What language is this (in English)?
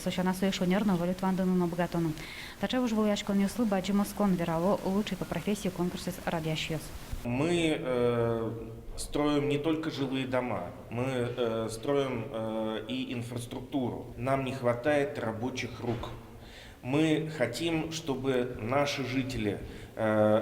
Udmurt